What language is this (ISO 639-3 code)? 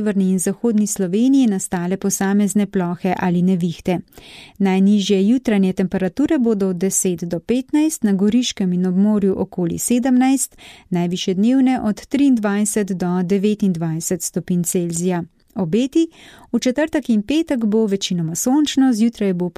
slv